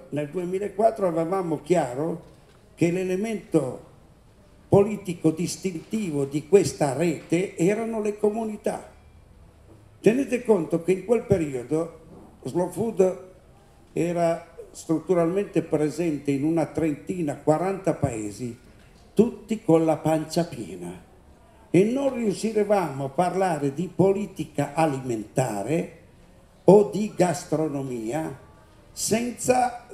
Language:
Italian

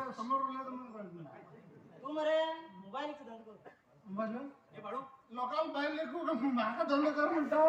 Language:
Konkani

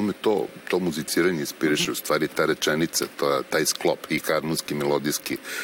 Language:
Serbian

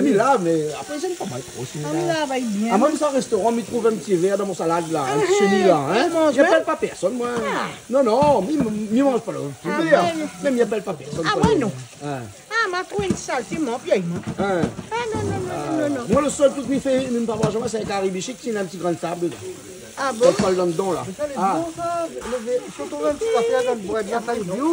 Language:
Réunion Creole French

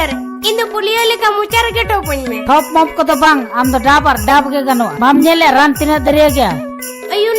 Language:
Santali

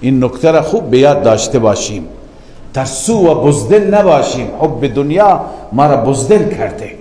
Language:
Persian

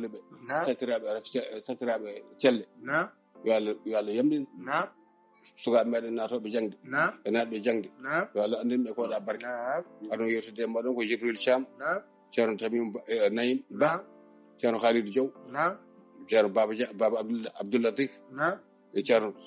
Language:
Fula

